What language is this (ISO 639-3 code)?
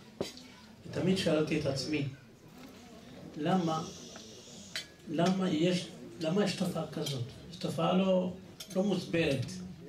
heb